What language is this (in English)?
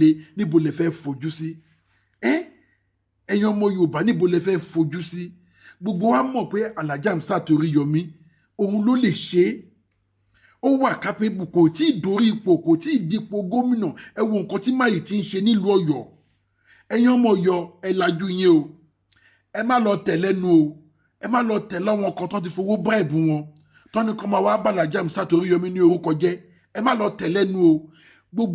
Yoruba